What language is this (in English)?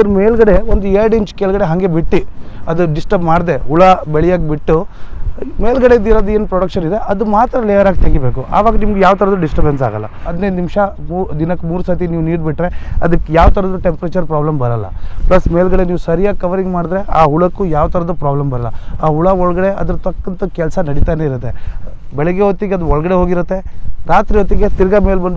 Kannada